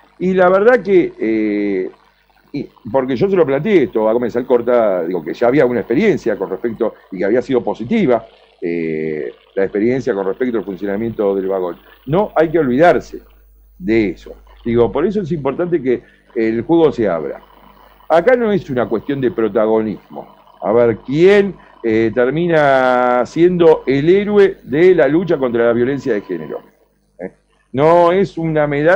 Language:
Spanish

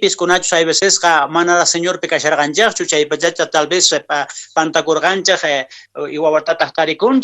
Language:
Quechua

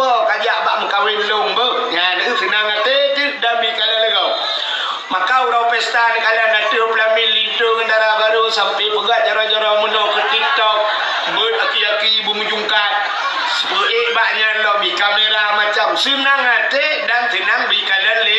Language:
Achinese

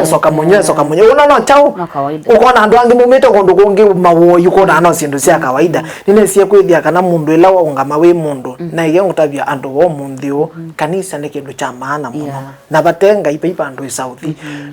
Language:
Kamba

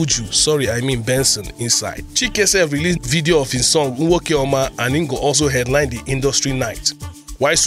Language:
Nigerian Pidgin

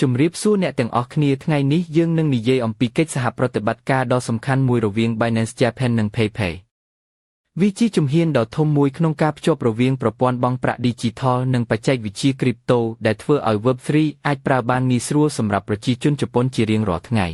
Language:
Khmer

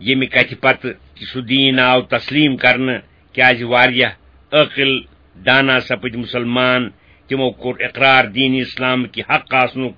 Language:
Kashmiri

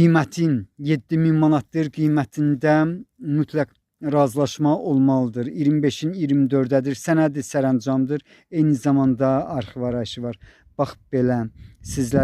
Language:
Azerbaijani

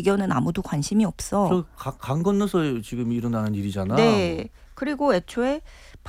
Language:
Korean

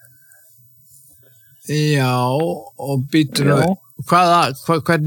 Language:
Icelandic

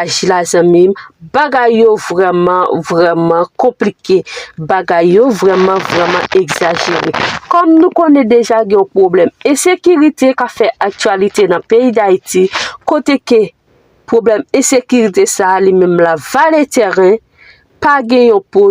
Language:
Haitian Creole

